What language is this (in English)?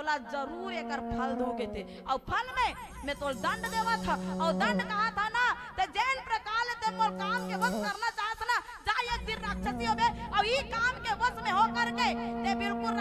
Chhattisgarhi